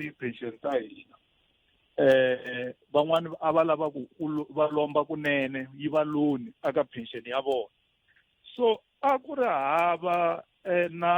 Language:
Tsonga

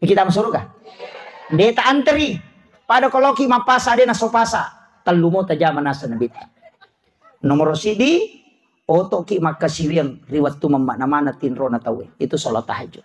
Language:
Buginese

